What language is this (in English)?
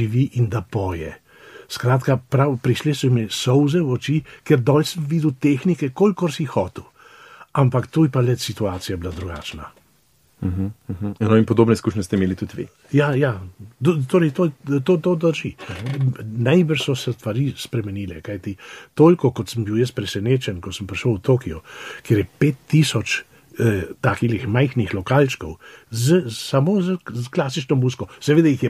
Slovenian